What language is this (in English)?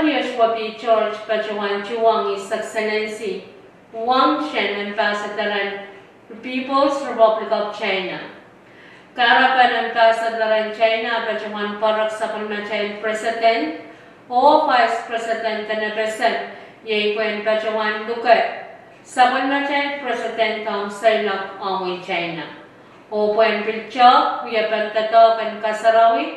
Pohnpeian